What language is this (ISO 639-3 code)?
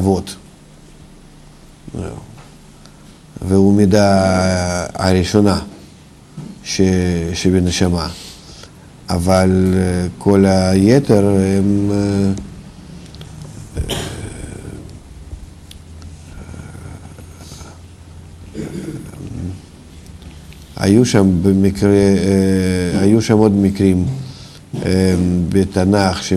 heb